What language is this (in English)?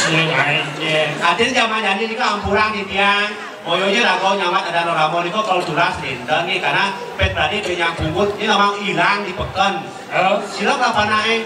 Balinese